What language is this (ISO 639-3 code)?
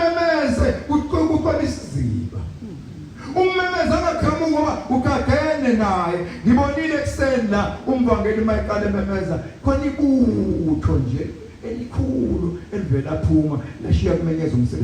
zul